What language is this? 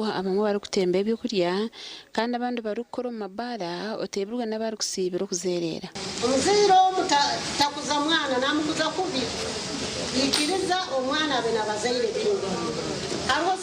Nyankole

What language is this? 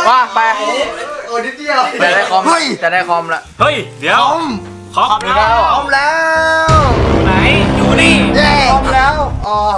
Thai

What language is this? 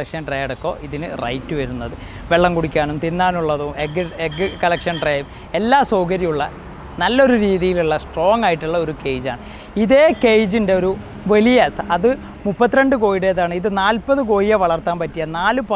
Malayalam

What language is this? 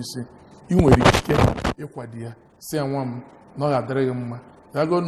Igbo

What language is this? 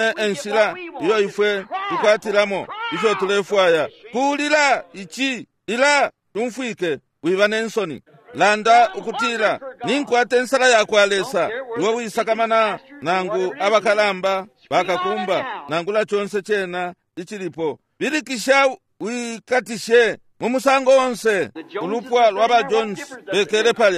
Bemba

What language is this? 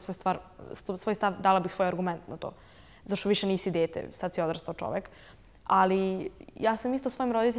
Serbian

